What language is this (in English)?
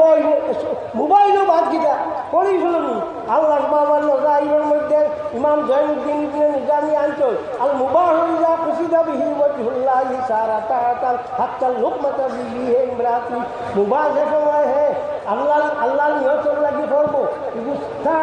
Sylheti